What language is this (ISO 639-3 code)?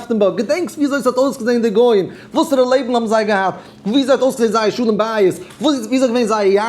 yid